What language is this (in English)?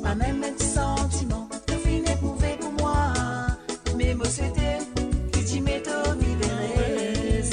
Morisyen